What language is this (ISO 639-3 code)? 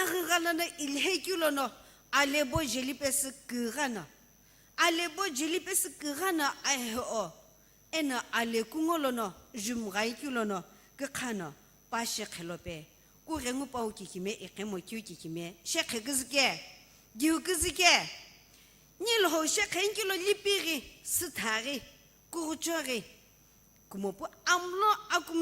nsm